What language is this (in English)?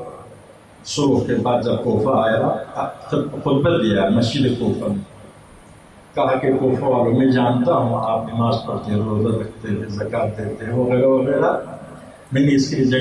Urdu